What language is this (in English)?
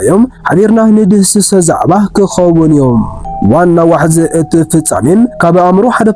Tigrinya